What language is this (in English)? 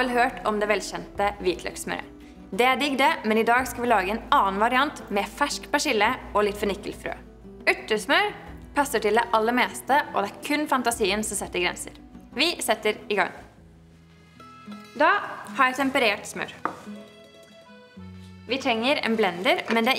Norwegian